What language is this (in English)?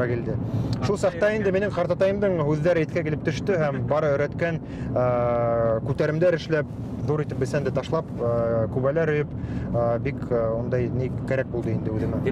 Bashkir